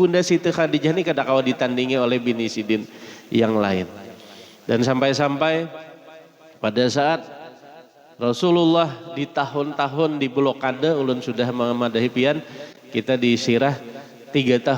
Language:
Banjar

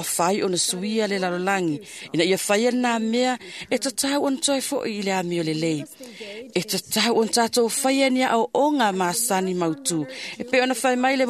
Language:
Samoan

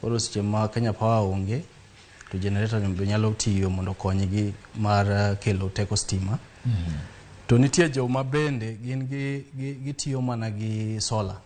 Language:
Luo (Kenya and Tanzania)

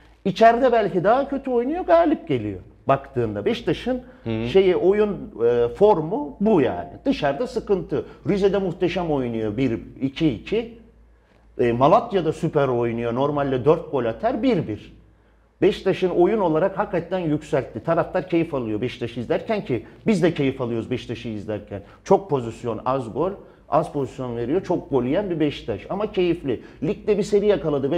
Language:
Turkish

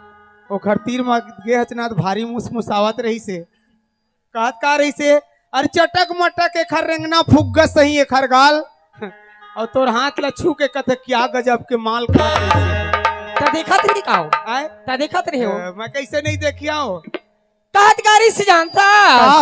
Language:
Chhattisgarhi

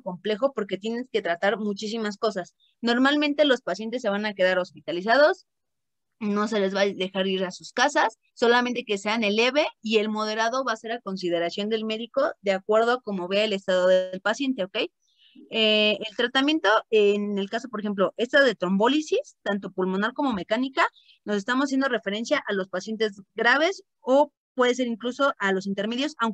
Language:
Spanish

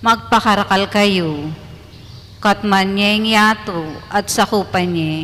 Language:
Pampanga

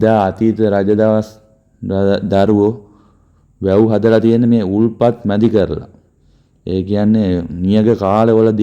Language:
Sinhala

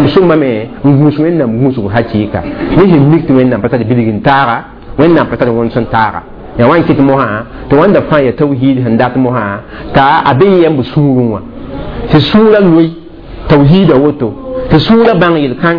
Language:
Mossi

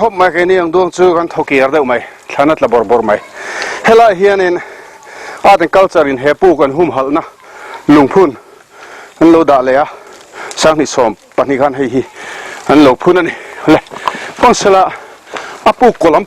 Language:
Mizo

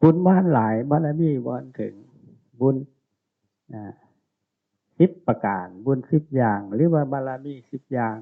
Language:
Northeastern Thai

